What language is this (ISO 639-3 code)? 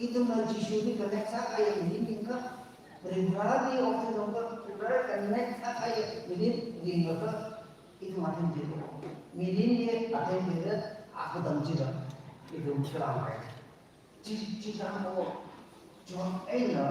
nmf